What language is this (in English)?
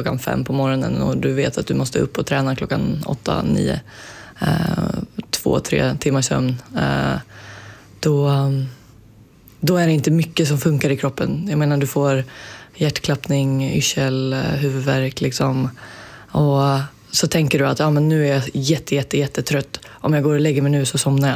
Swedish